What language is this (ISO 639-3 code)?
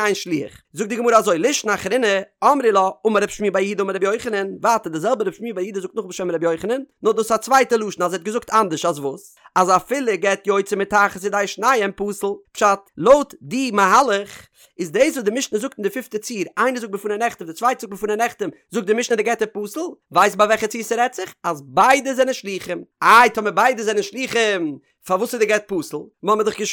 yid